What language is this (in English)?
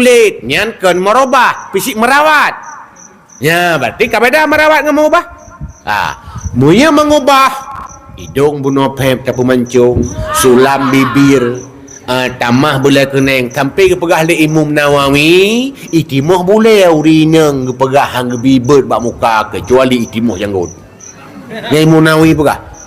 Achinese